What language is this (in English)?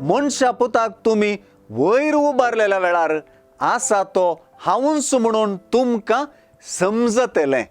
Konkani